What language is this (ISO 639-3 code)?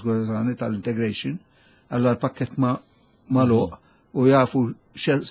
mlt